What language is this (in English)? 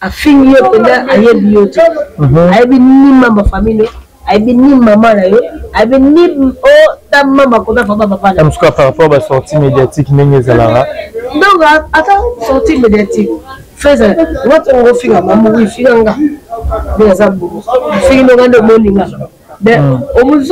Lingala